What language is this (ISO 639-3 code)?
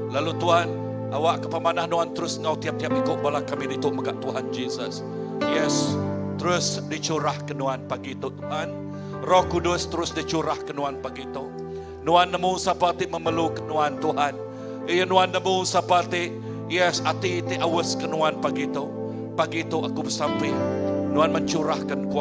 iba